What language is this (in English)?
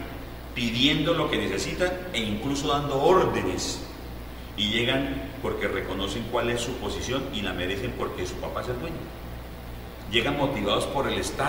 Spanish